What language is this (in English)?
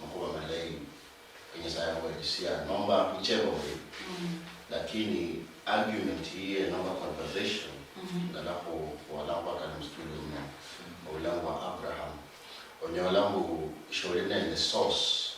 Luyia